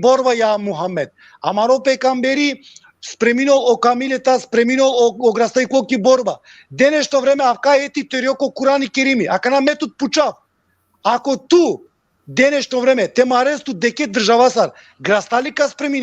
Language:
Balkan Romani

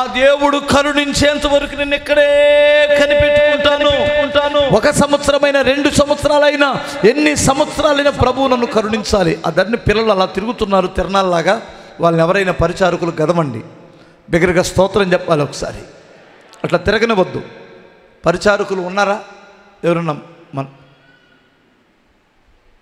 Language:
Telugu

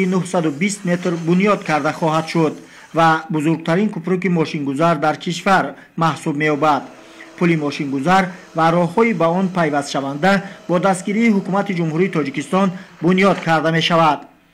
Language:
Tajik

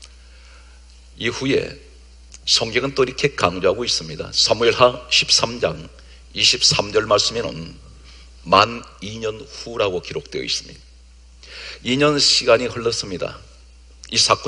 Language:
Korean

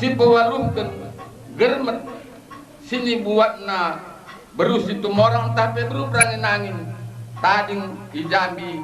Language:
Batak Karo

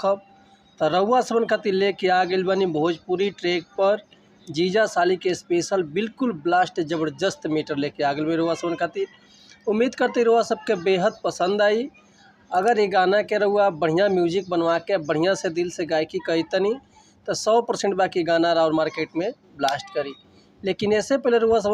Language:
Bhojpuri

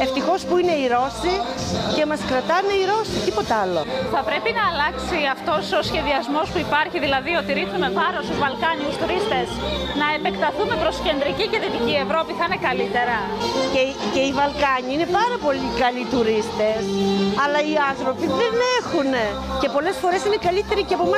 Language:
Greek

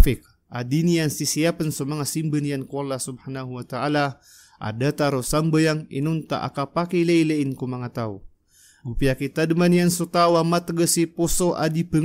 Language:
Maranao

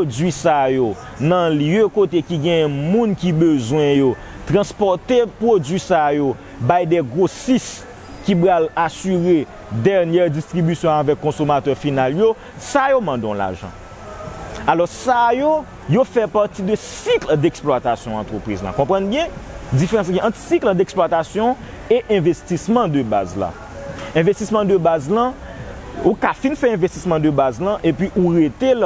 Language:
Haitian Creole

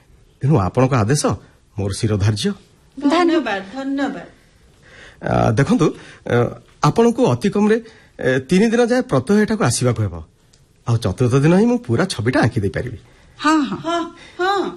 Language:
Odia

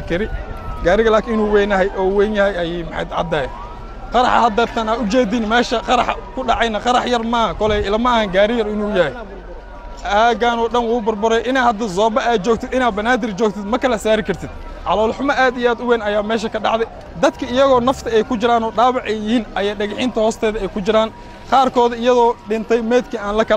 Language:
Somali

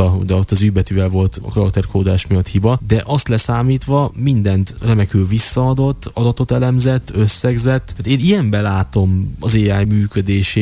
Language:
Hungarian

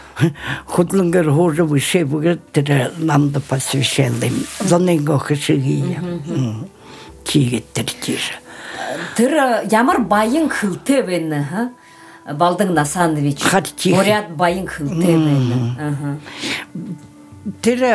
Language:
Buriat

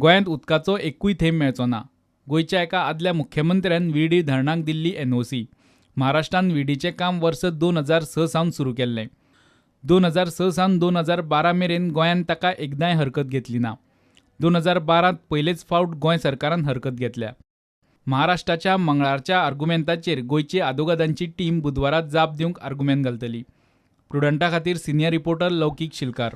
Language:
Konkani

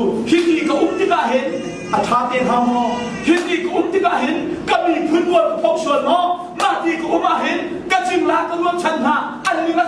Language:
Hakha Chin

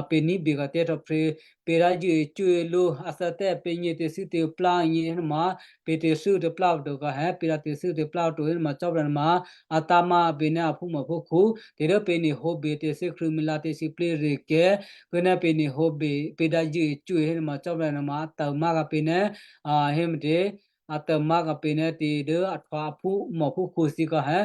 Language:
Western Kayah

